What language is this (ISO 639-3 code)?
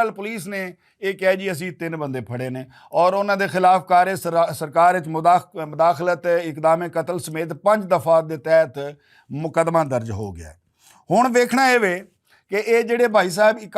lah